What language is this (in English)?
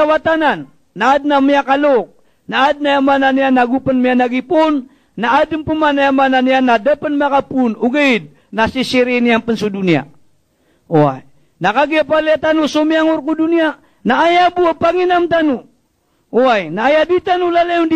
Maranao